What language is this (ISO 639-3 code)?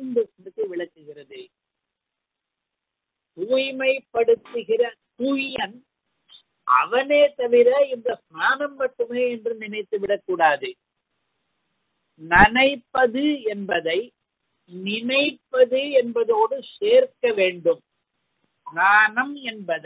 tam